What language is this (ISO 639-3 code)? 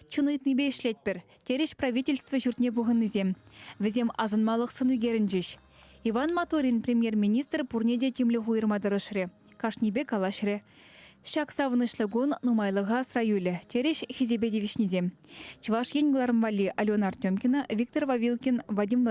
chv